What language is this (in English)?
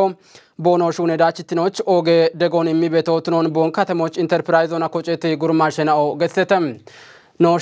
Kafa